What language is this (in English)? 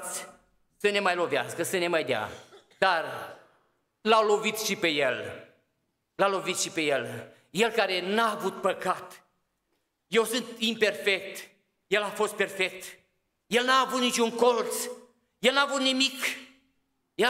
Romanian